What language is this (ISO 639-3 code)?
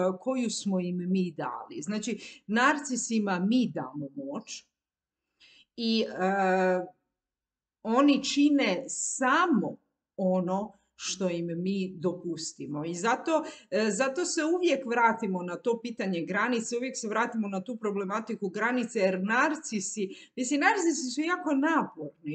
hrv